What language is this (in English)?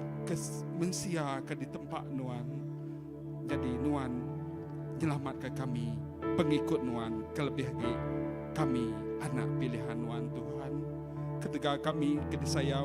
Iban